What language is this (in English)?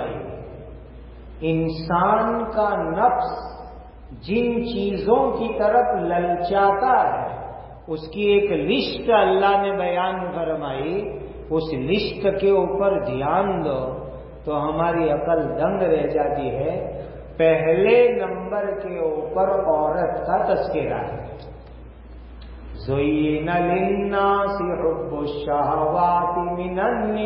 Urdu